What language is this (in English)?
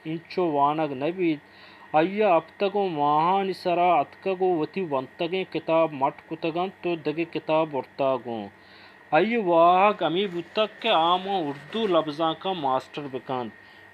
Baluchi